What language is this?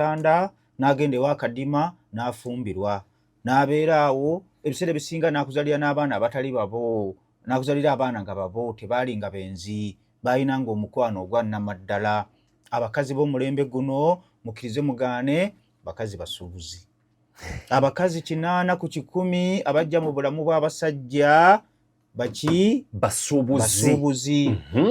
Ganda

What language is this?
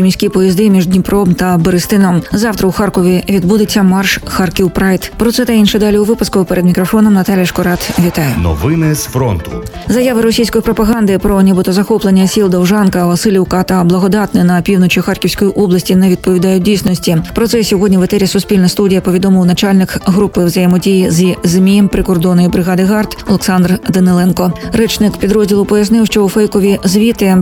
Ukrainian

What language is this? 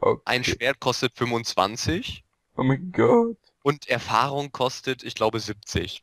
Swiss German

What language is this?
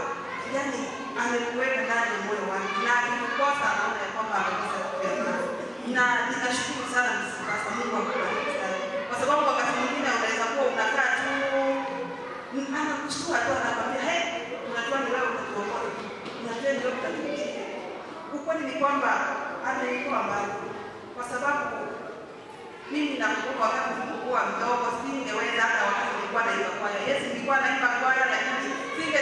Swahili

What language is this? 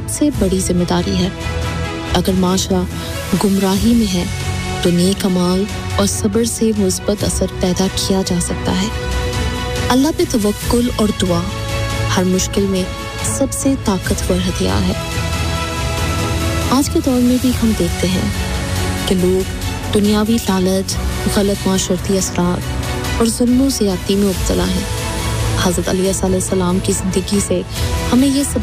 Urdu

